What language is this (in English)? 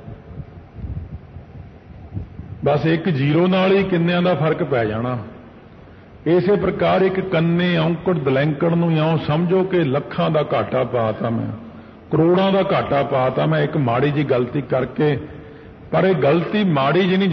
Punjabi